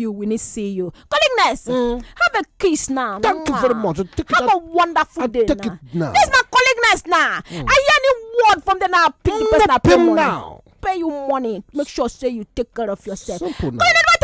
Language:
Nigerian Pidgin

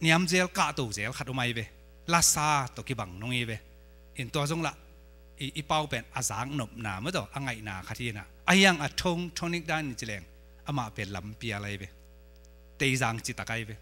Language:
Tedim Chin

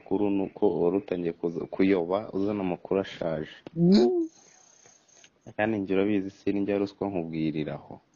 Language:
Kinyarwanda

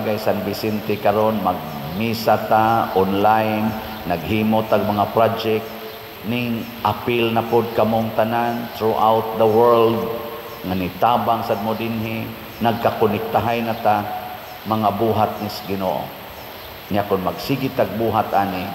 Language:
Cebuano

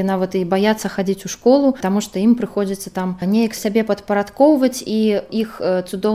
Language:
Belarusian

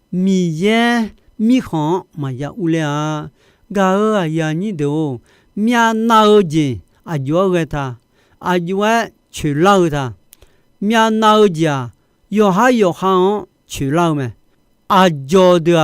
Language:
Akha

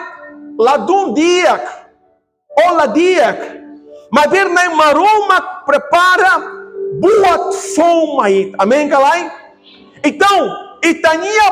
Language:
Tetum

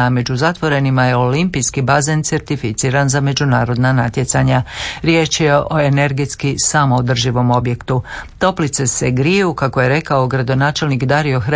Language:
Croatian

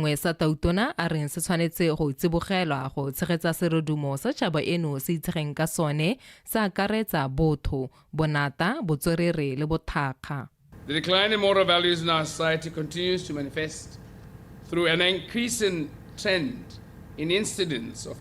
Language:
Tswana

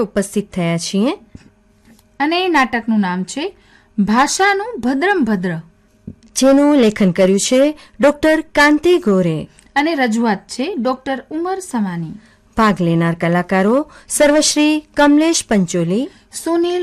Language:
Gujarati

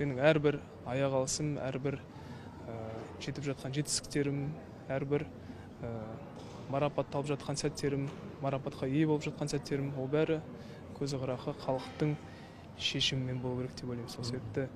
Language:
Kazakh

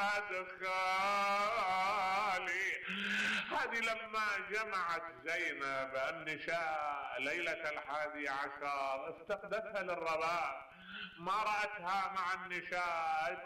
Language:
Mesopotamian Arabic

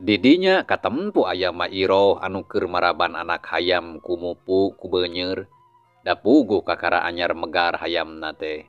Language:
Sundanese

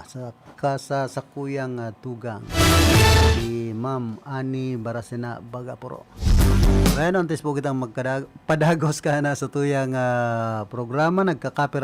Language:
Bikol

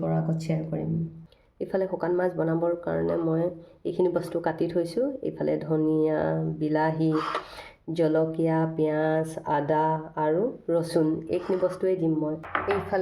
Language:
Assamese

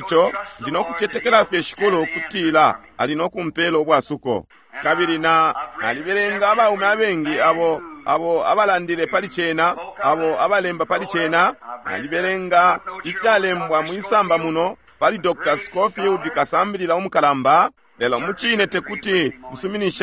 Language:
Bemba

